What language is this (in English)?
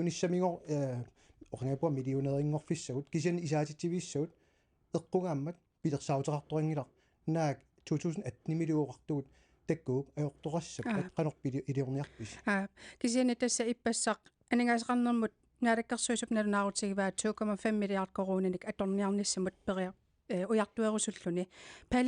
Kalaallisut